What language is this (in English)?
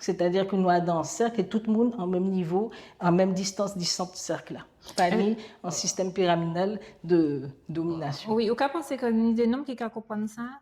Guadeloupean Creole French